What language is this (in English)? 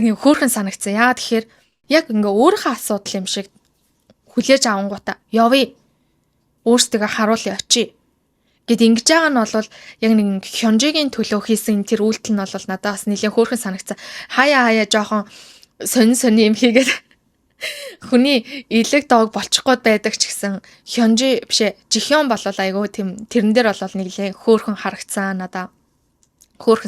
Mongolian